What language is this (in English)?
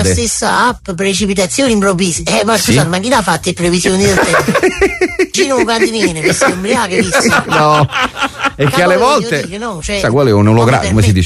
Italian